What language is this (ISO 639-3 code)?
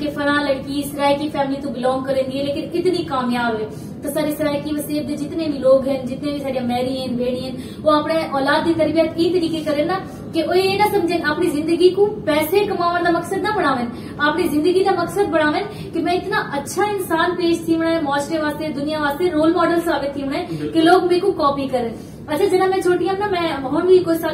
skr